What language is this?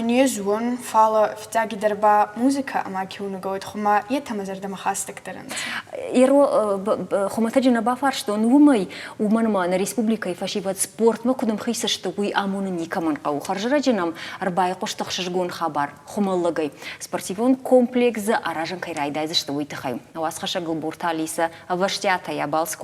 Ossetic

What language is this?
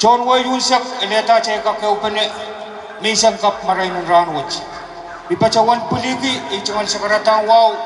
Pohnpeian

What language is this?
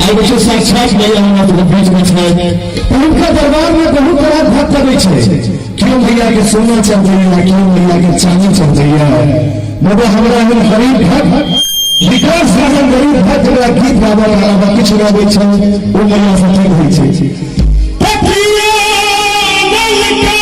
Maithili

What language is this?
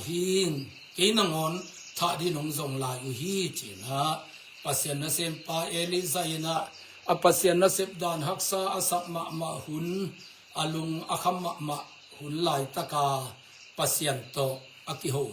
Tedim Chin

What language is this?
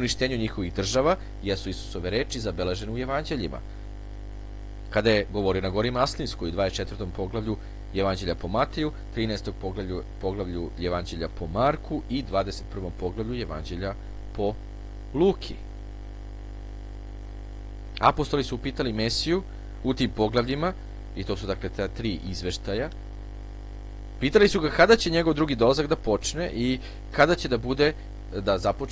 Serbian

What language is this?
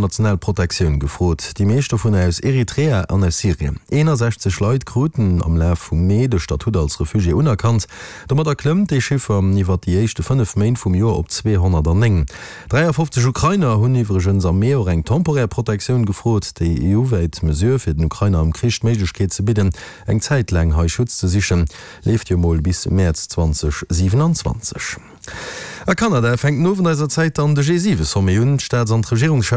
Luxembourgish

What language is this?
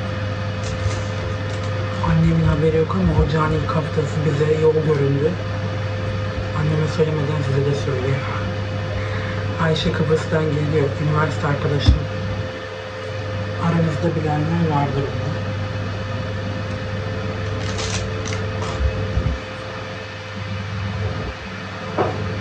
Turkish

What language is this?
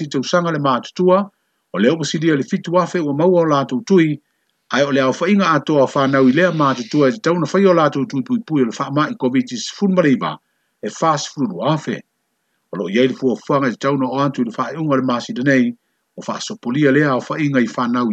Samoan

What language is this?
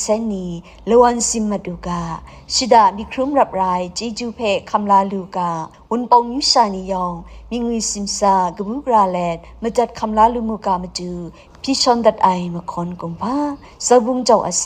Kachin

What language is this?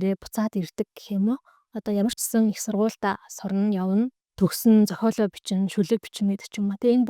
Mongolian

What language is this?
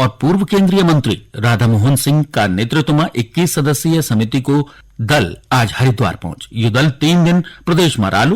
Garhwali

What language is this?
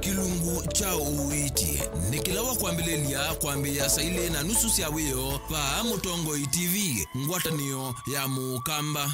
Kamba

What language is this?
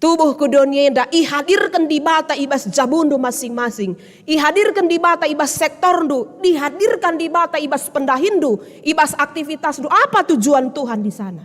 Batak Karo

